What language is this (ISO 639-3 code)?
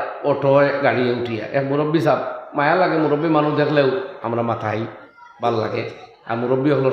syl